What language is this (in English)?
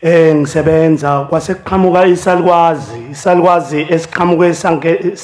Zulu